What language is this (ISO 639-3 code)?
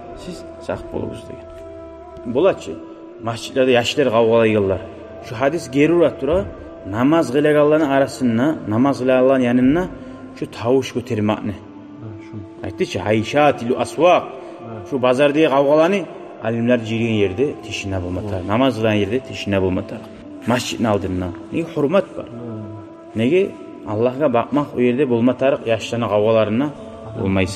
kum